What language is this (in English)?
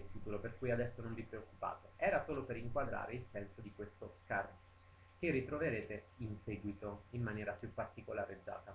Italian